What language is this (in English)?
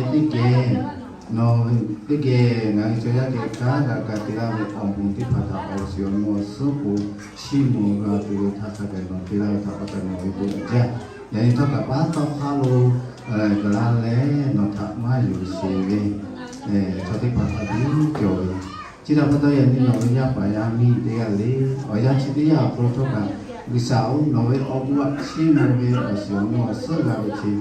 Lahu